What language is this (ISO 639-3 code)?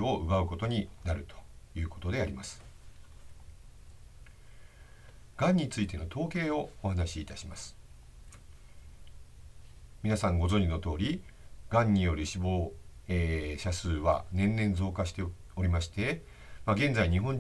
jpn